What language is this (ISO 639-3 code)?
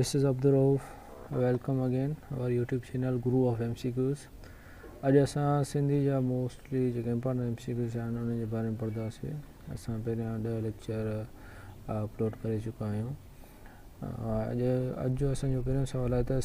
snd